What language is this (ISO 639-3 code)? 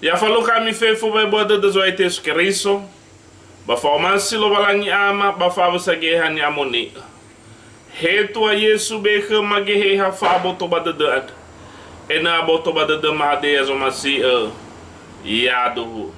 nia